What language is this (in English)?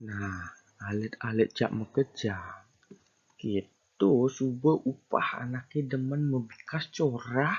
Balinese